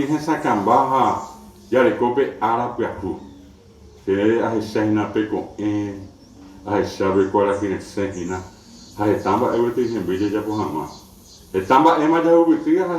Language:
Guarani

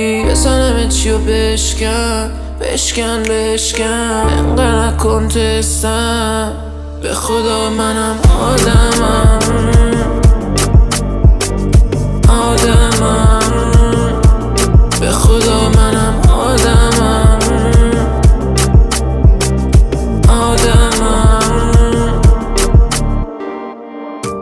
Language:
Persian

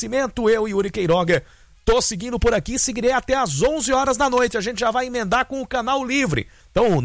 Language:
Portuguese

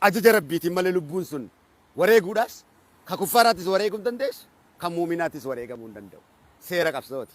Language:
Oromo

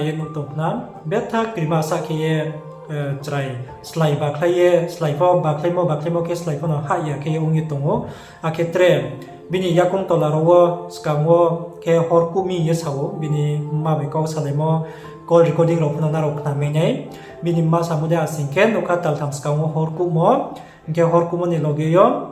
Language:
Riang (India)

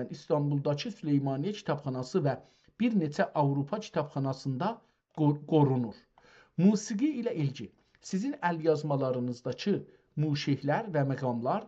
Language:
South Azerbaijani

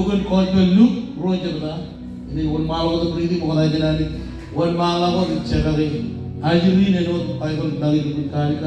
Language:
Marshallese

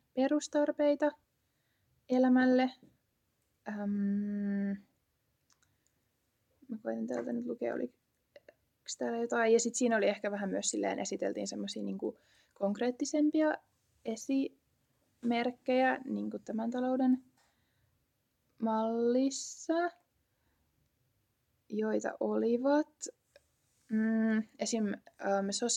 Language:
Finnish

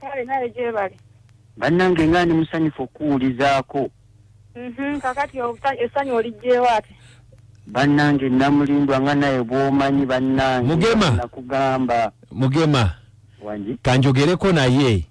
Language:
Ganda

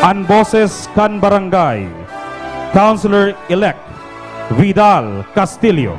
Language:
Bikol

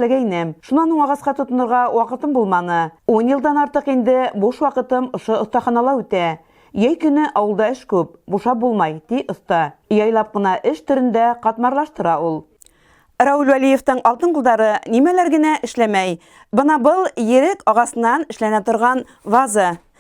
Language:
Bashkir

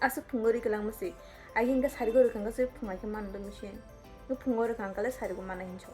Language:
Kok Borok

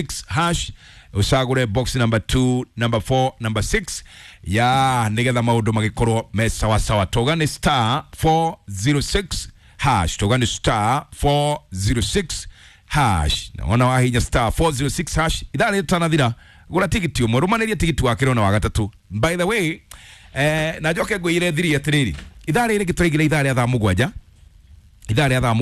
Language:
Kikuyu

